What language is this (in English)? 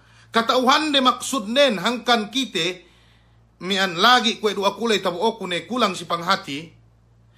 Yakan